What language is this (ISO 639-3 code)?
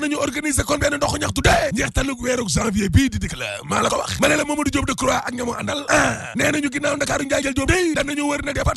wol